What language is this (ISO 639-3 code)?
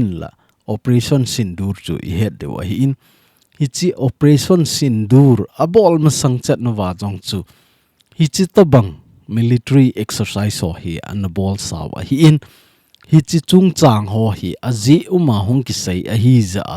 tcz